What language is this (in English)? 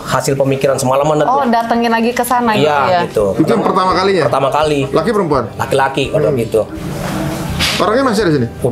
Indonesian